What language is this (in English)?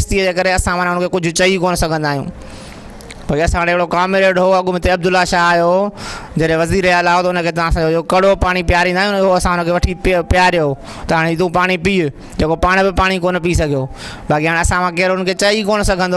Sindhi